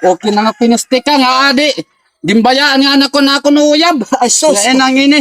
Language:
Waray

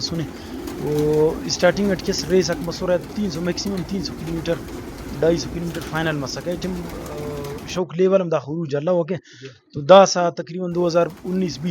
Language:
Brahui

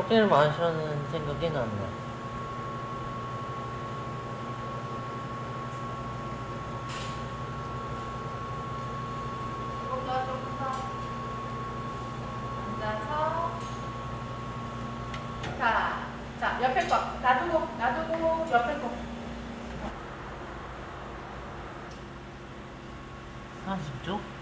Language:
Korean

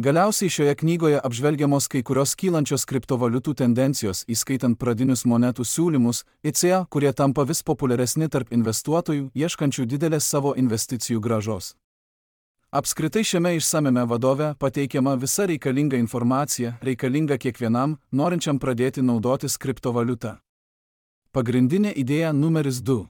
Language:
Lithuanian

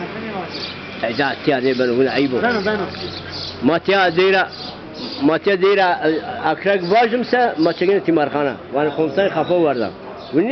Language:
Zaza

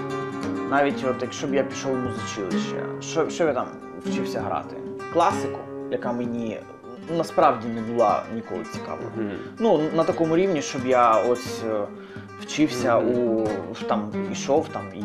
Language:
Ukrainian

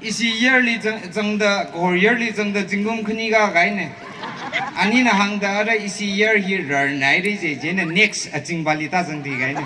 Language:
Tangkhul Naga (India)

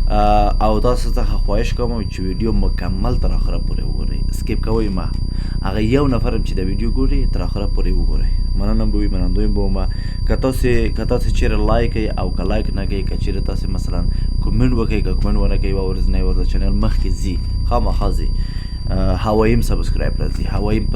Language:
Pashto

